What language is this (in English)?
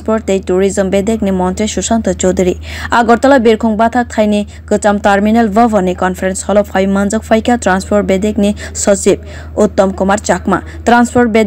Kok Borok